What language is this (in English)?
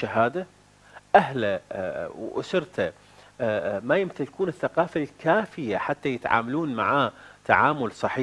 Mesopotamian Arabic